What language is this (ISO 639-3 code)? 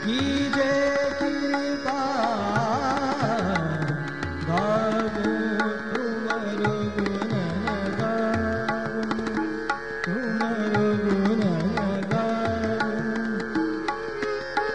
hin